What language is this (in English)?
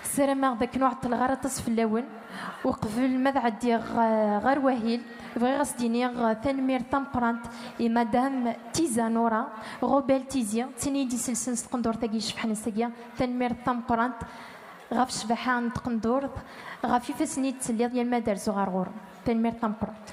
Kabyle